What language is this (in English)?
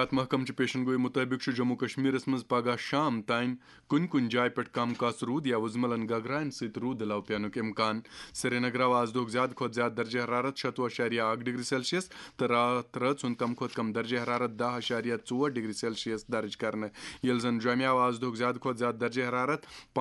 Kashmiri